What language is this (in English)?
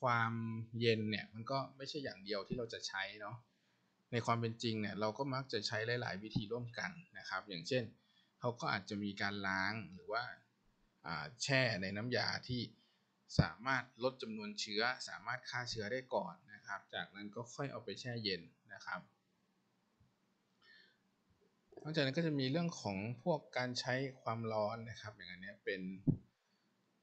Thai